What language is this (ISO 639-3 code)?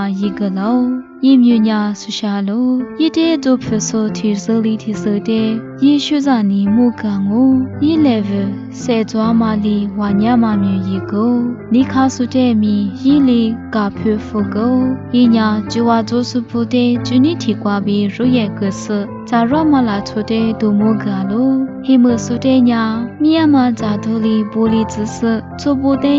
lis